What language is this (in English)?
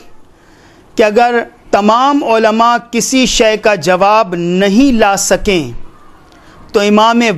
Urdu